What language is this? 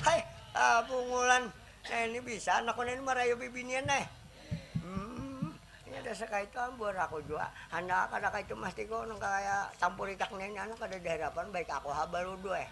Banjar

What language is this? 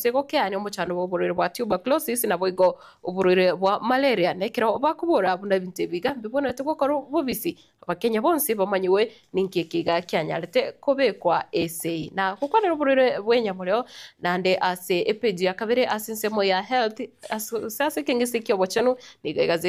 Gusii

